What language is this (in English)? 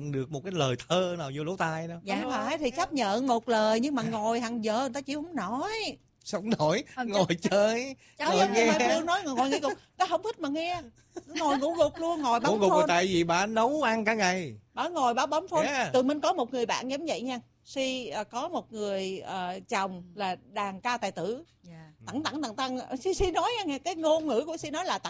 Vietnamese